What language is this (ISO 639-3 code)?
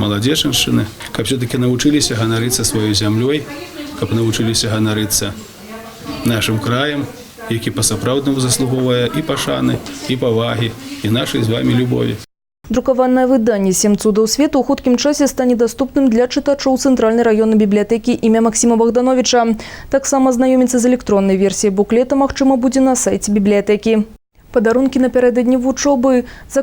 bel